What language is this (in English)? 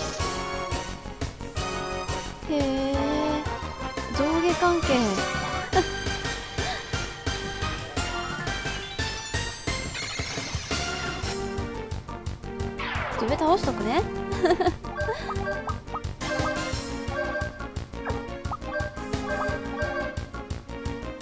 Japanese